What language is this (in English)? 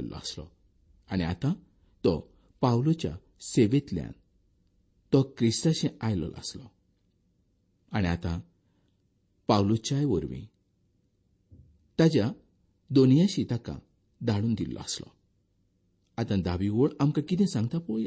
Konkani